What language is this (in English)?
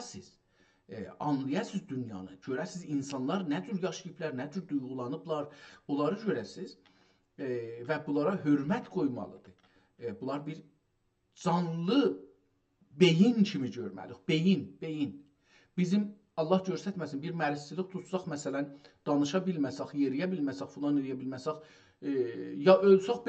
South Azerbaijani